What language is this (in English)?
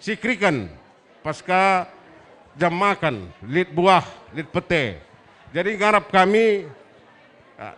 Batak Karo